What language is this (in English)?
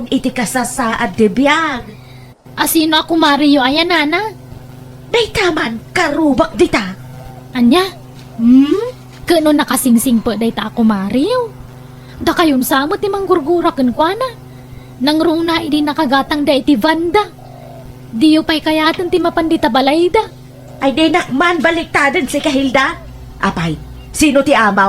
Iloko